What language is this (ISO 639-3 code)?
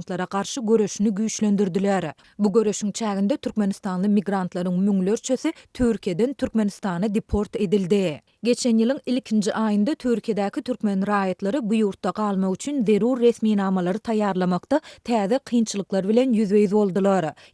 tuk